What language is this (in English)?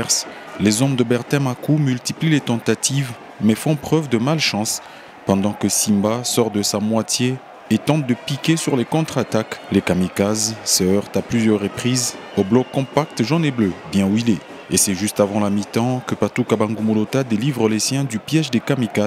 French